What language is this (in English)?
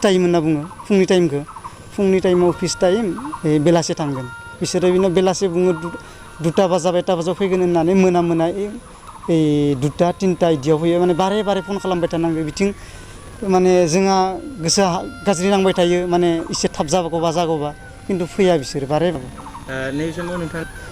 Bodo